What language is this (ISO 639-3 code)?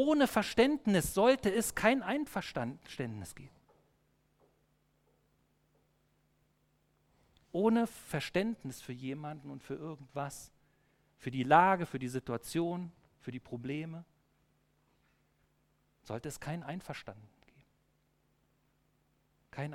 deu